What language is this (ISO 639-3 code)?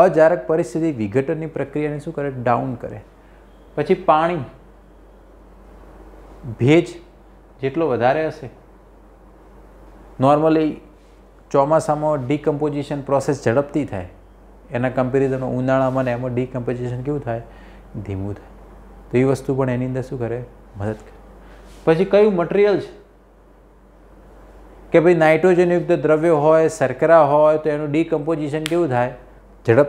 guj